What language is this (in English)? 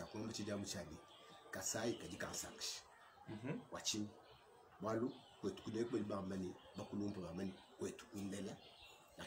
Luba-Lulua